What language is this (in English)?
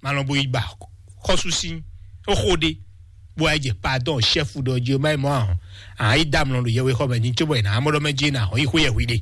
Fon